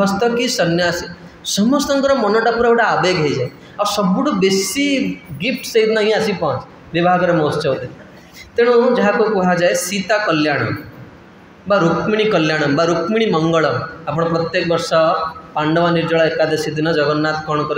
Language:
Odia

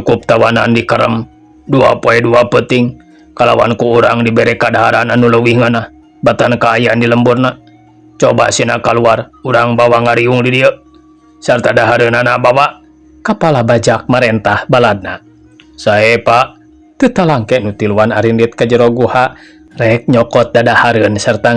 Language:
Sundanese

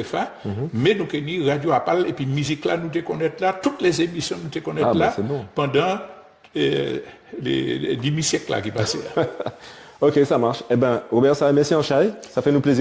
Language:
Guadeloupean Creole French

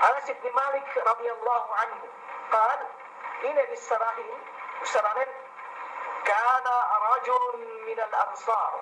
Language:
Yakan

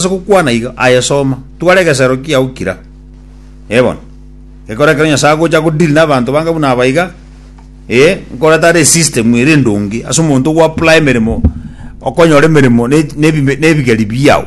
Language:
Gusii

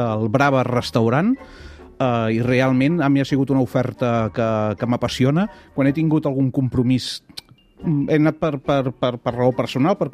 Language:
Catalan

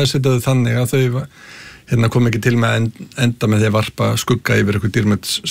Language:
Icelandic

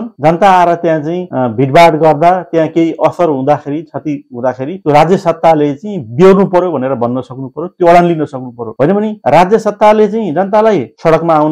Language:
Nepali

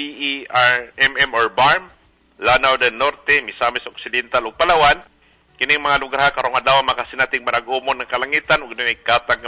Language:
Cebuano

